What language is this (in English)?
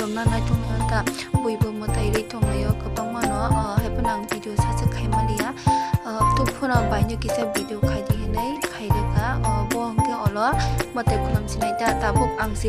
Kok Borok